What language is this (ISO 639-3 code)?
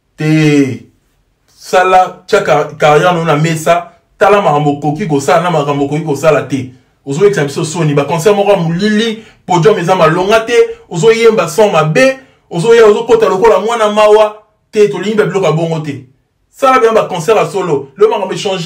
lin